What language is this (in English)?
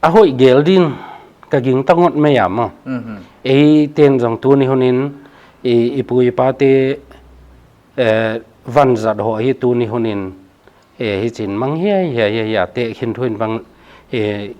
Paite Chin